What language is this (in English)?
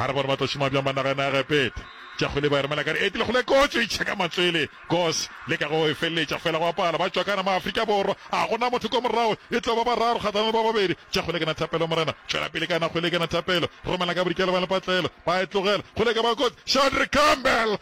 Northern Sotho